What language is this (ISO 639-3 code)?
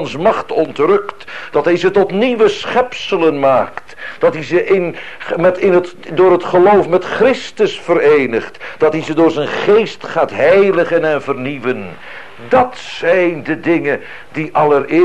nld